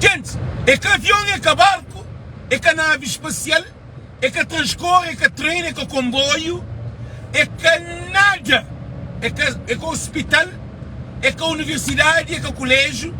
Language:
Kabuverdianu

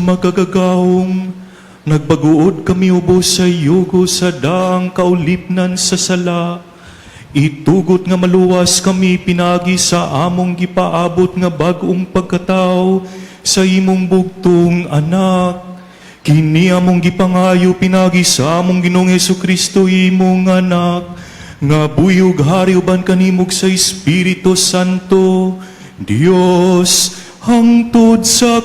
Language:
Cebuano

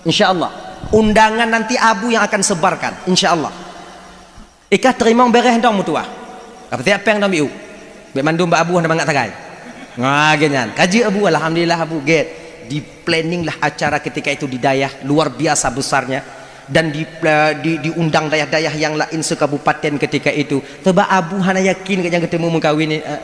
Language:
Achinese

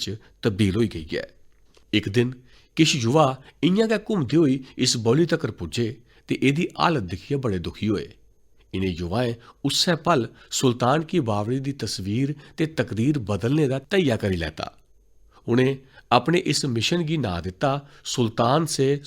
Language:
Dogri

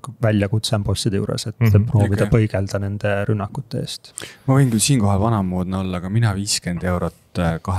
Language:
Estonian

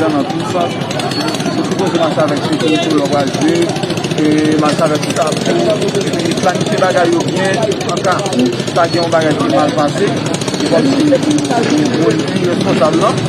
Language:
Haitian Creole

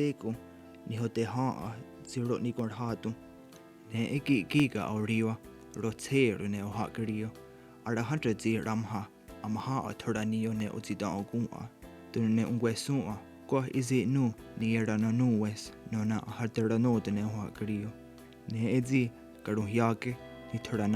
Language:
Mohawk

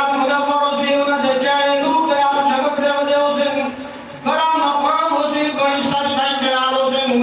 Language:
Saraiki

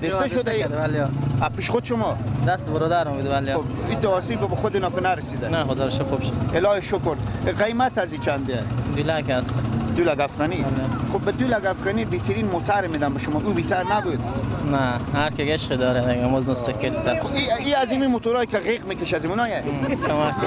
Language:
Persian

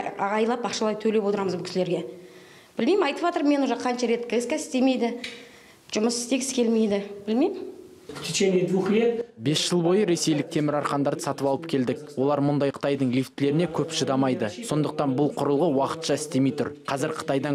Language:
Kazakh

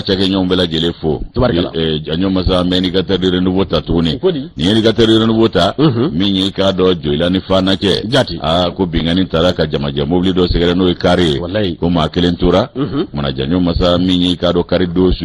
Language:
Bambara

